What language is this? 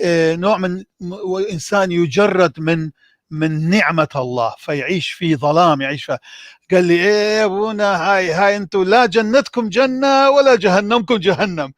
North Levantine Arabic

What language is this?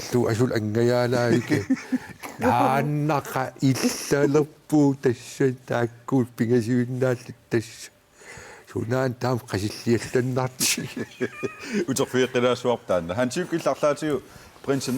Kalaallisut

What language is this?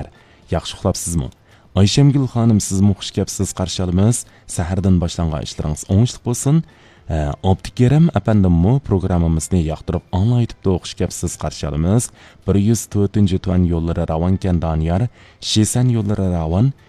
Uyghur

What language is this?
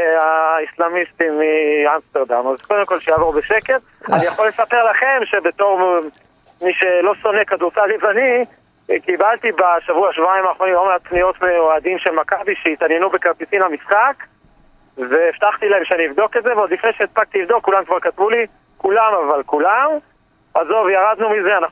Hebrew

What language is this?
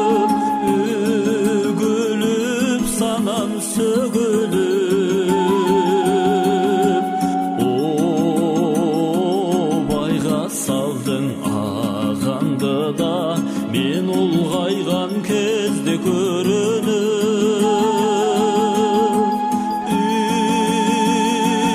Kazakh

